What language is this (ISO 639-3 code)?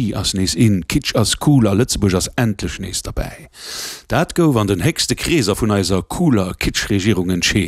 ltz